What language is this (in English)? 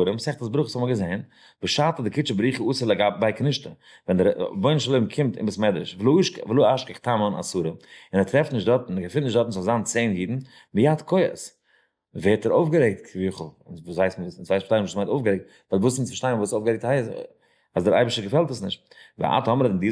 Yiddish